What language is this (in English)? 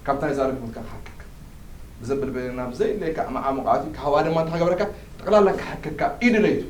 Tigrinya